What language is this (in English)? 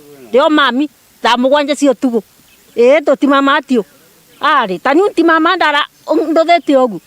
Meru